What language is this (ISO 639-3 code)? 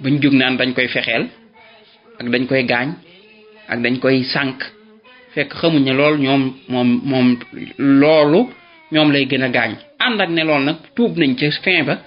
wol